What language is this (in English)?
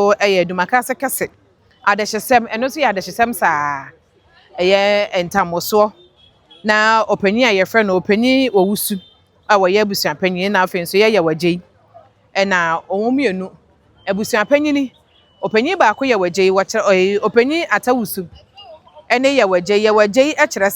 Akan